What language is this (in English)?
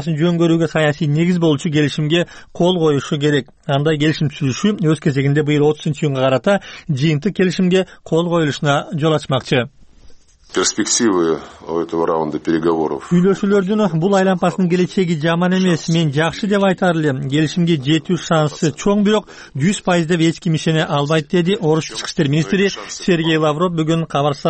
Kyrgyz